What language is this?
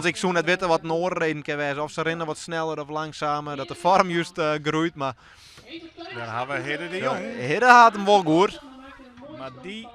Western Frisian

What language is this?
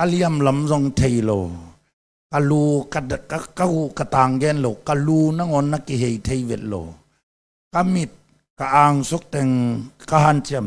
Tedim Chin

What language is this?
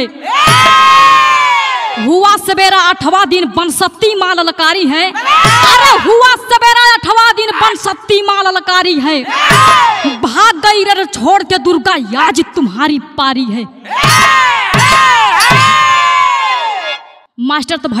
Bhojpuri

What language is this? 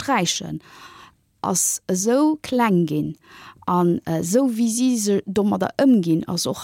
Luxembourgish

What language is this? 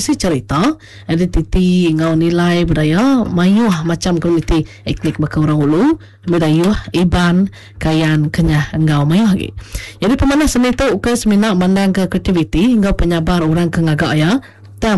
Iban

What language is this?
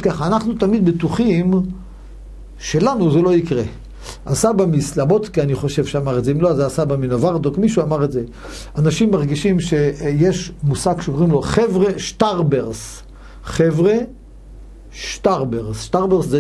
Hebrew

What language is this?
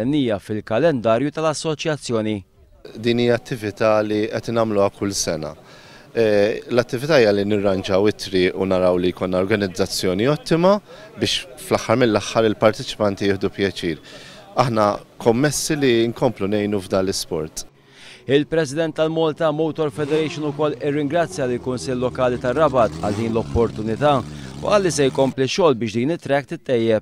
Maltese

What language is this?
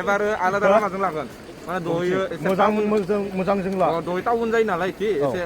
Bodo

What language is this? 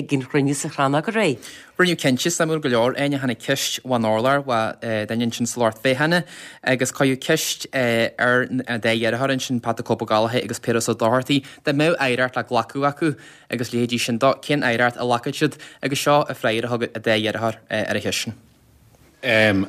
Irish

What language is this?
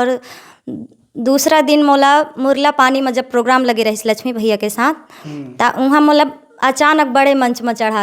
Chhattisgarhi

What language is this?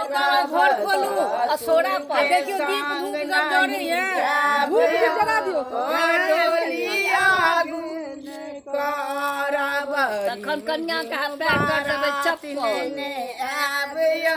Maithili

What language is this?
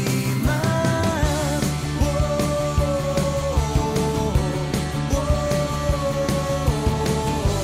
Catalan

